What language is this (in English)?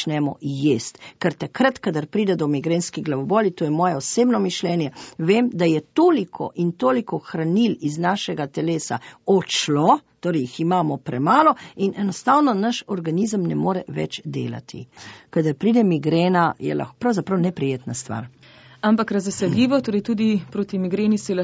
Slovenian